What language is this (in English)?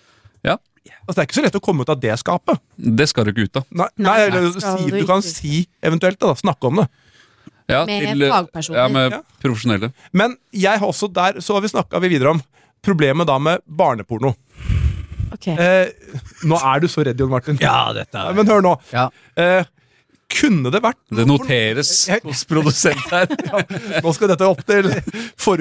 Norwegian